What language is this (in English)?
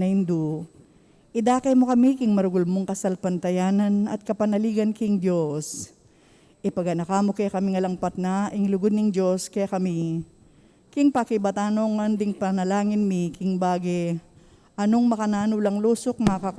Pampanga